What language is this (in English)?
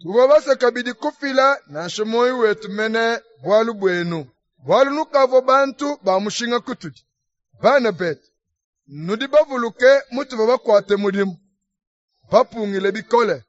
Luba-Lulua